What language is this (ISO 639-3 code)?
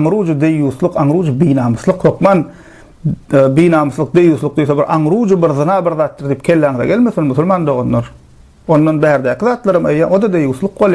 tuk